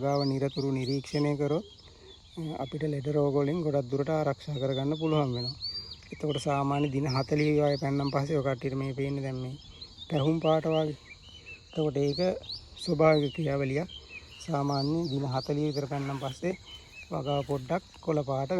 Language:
Sinhala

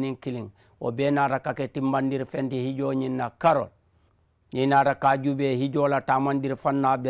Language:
Mandingo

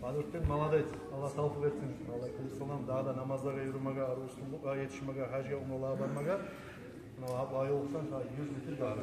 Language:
Kumyk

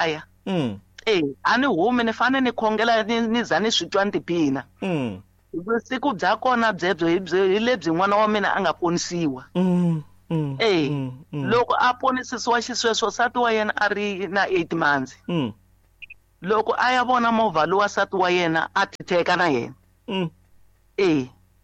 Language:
Tsonga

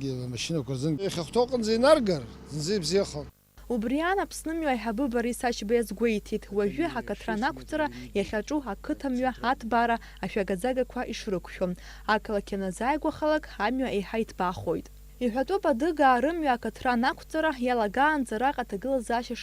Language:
Abkhazian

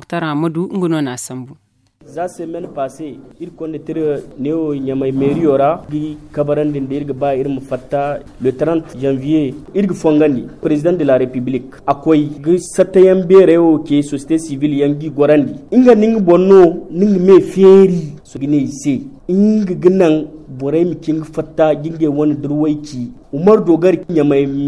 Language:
Zarma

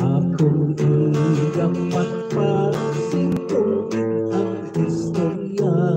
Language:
Hiligaynon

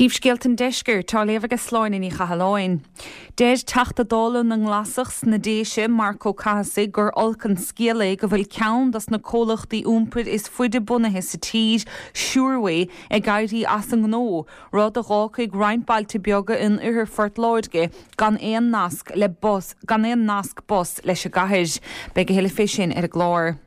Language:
Irish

